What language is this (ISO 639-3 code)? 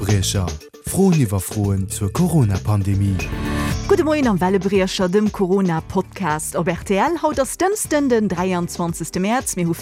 ltz